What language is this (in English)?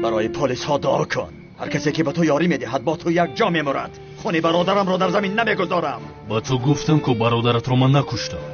Tajik